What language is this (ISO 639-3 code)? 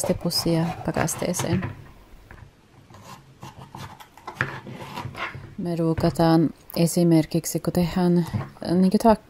fin